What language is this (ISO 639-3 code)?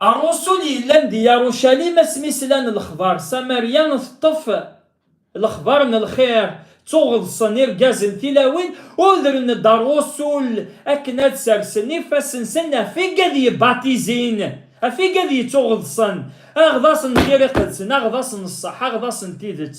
kab